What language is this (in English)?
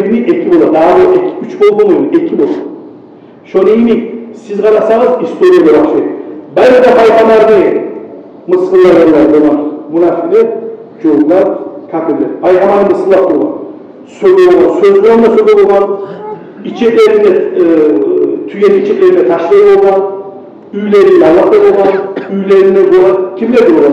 Kumyk